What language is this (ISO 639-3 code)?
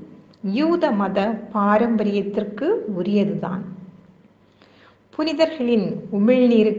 tam